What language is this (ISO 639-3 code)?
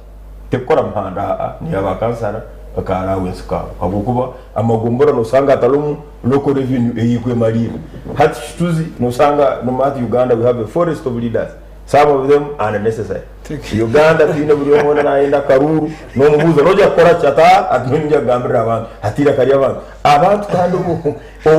nyn